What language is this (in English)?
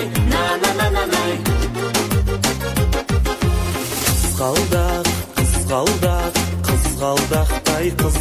Kazakh